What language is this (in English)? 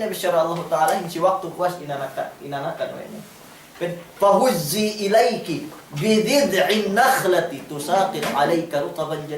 Yakan